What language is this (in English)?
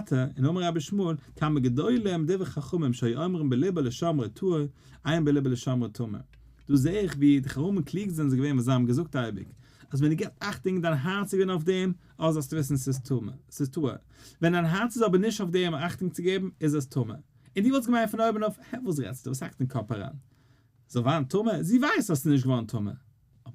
Yiddish